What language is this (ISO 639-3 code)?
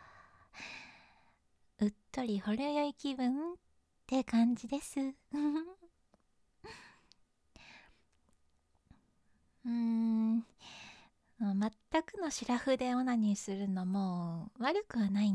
jpn